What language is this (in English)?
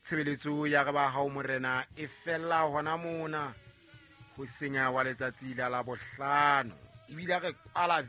Southern Sotho